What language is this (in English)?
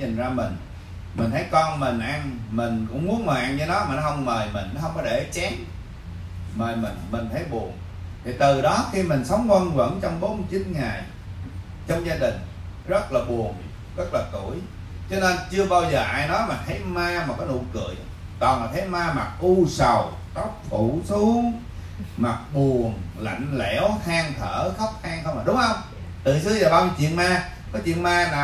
Vietnamese